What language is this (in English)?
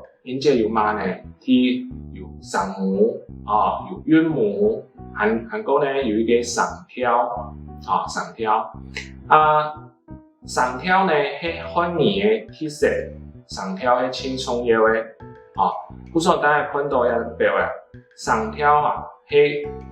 Hakka Chinese